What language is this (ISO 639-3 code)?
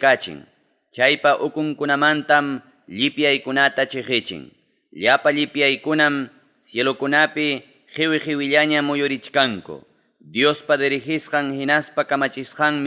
quy